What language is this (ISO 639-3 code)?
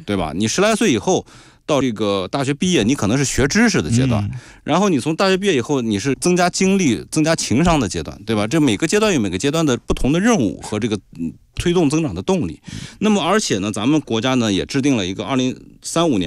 zho